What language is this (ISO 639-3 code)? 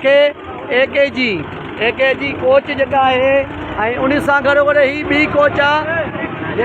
snd